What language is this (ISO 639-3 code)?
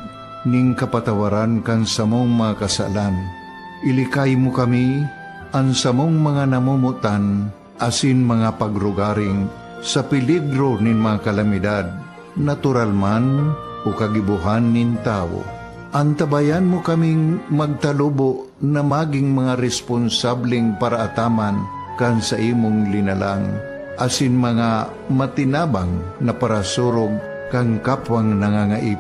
bik